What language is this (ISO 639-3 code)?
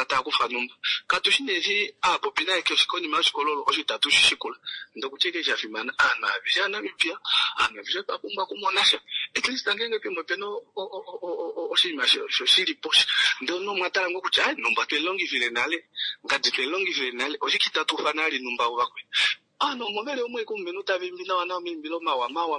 kua